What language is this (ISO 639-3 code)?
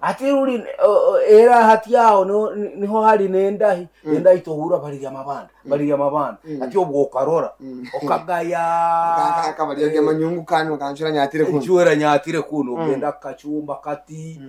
nyn